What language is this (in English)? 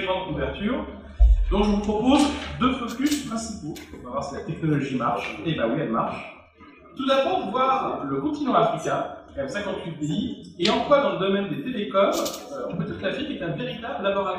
French